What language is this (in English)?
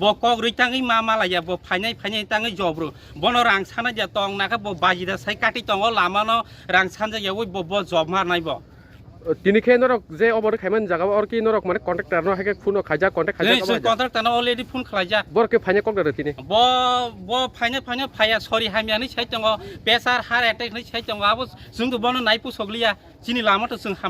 Kok Borok